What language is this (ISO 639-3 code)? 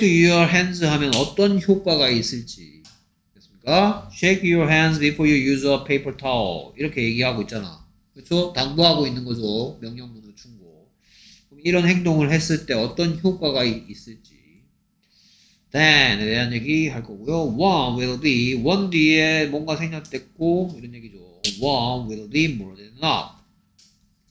kor